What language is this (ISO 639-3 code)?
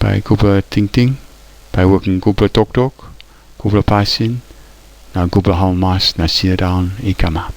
tpi